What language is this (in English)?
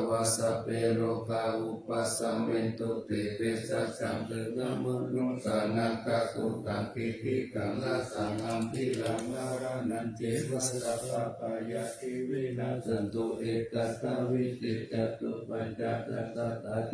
Pali